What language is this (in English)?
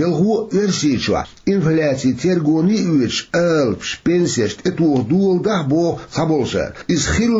Chechen